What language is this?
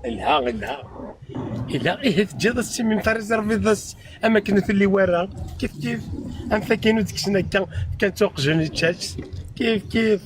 Kabyle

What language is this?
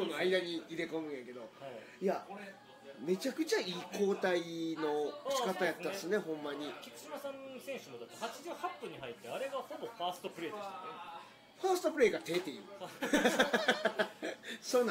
Japanese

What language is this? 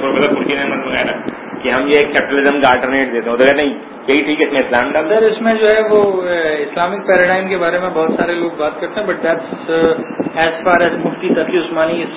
Urdu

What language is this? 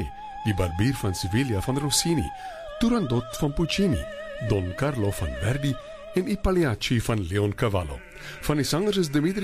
Afrikaans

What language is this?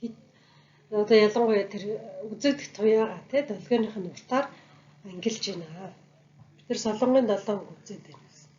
Mongolian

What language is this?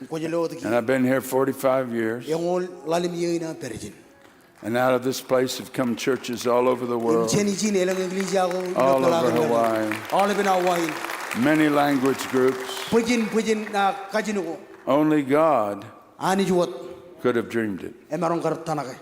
Marshallese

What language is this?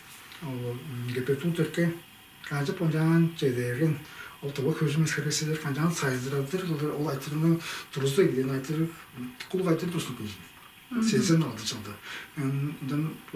Tuvinian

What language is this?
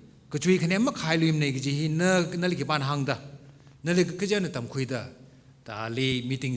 Tangkhul Naga (India)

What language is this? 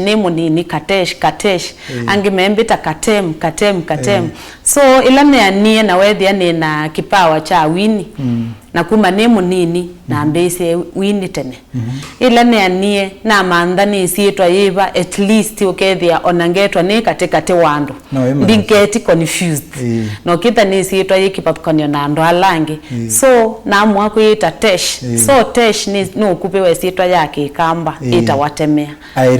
Kamba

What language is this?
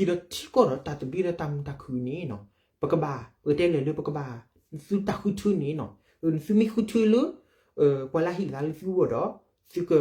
S'gaw Karen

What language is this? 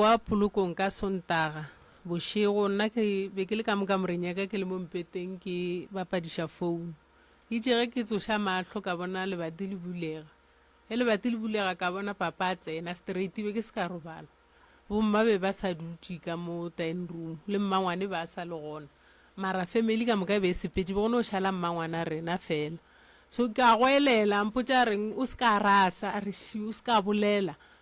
Northern Sotho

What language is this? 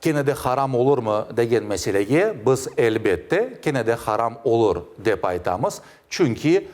Crimean Tatar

